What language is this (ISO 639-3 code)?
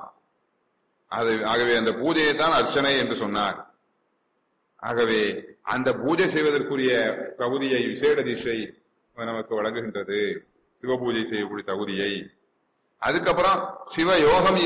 tam